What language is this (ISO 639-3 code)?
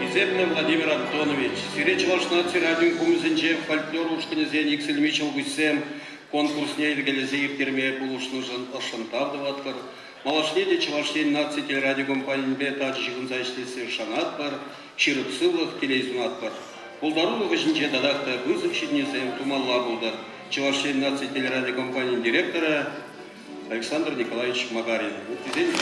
chv